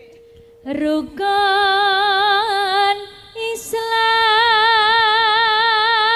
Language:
Javanese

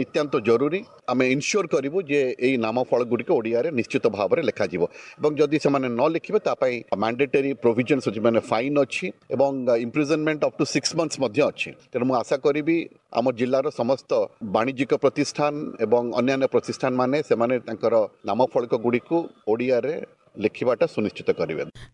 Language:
Odia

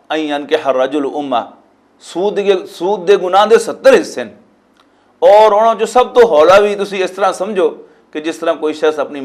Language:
Western Panjabi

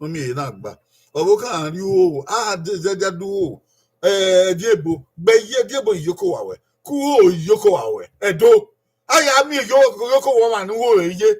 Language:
Bini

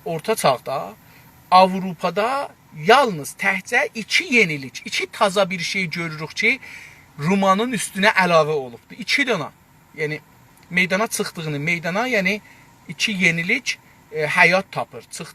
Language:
South Azerbaijani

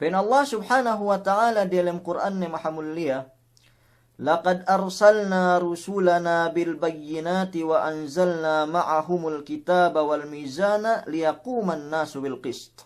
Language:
Yakan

